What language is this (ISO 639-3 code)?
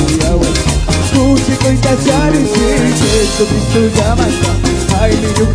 qug